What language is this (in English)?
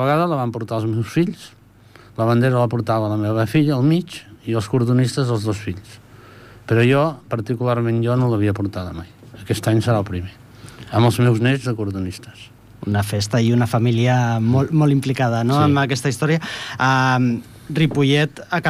Catalan